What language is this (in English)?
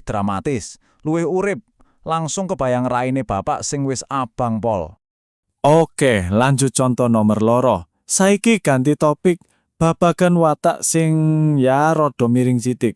Javanese